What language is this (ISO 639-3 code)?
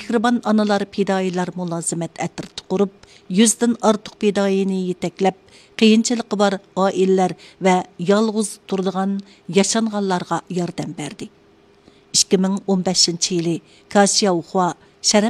uig